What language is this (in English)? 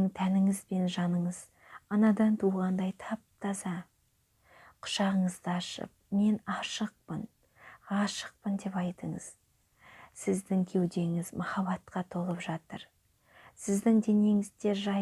Kazakh